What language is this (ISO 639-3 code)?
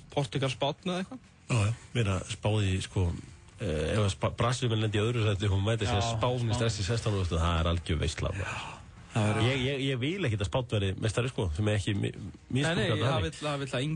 isl